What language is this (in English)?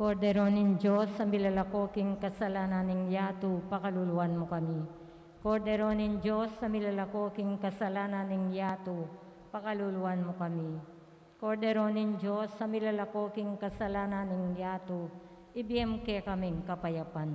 Pampanga